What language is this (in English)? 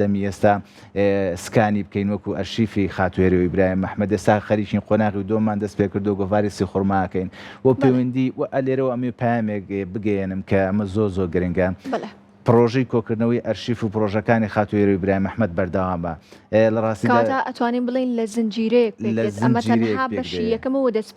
Central Kurdish